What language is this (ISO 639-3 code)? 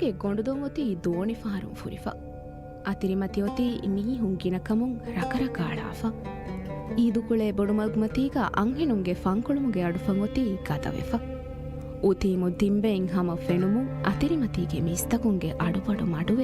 div